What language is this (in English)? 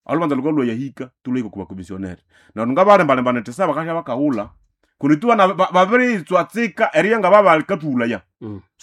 Nande